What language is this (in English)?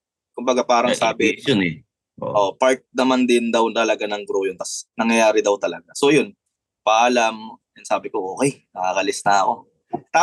Filipino